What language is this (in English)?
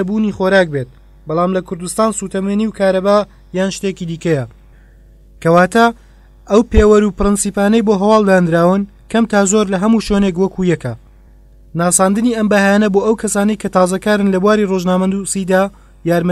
Central Kurdish